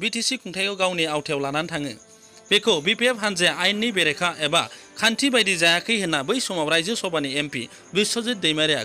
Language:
Bodo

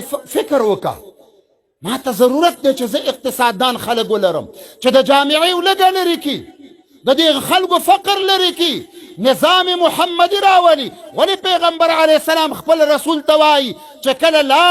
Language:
Pashto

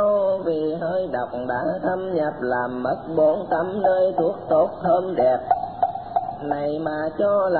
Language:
Vietnamese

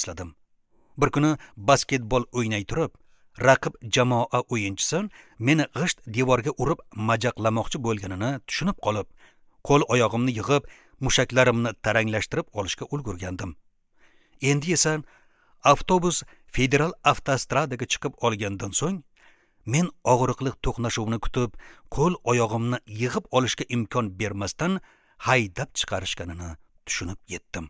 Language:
Uzbek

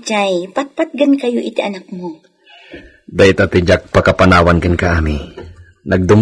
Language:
Iloko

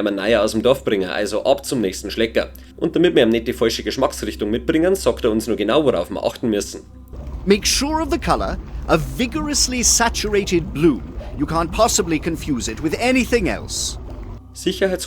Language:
Bavarian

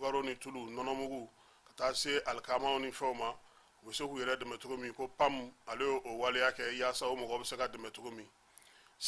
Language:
Bambara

